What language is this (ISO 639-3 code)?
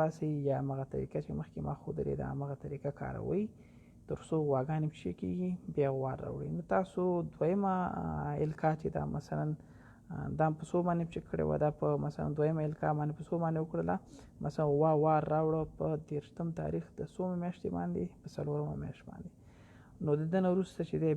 pus